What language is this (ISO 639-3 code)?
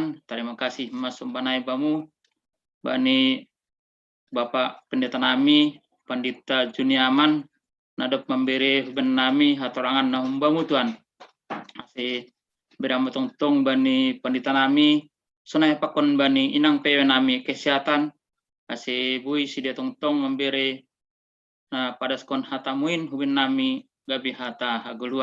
bts